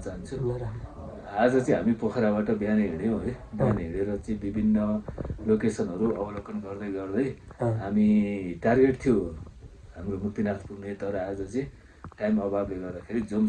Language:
Nepali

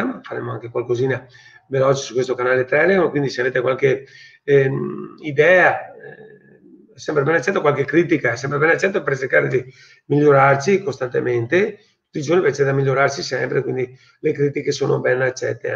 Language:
Italian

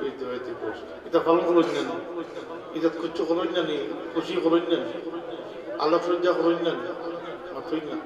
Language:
Sylheti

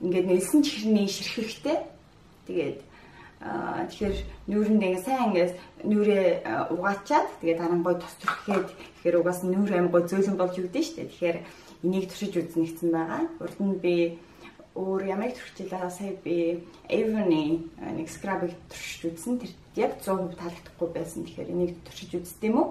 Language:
Mongolian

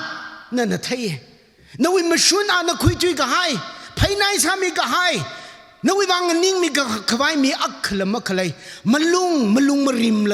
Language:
Tangkhul Naga (India)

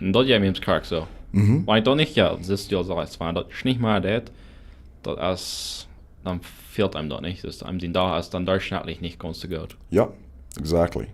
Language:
Plautdietsch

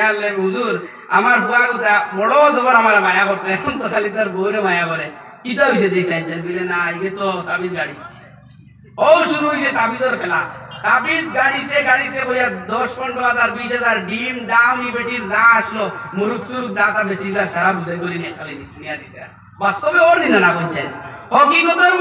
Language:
Sylheti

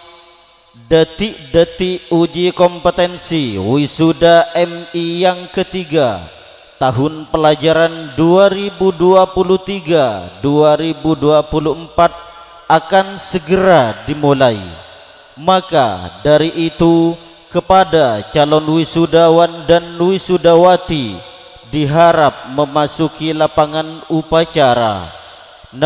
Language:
Indonesian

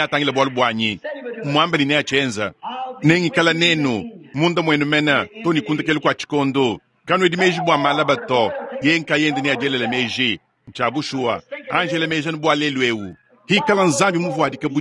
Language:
Luba-Lulua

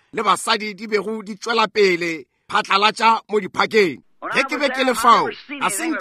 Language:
Northern Sotho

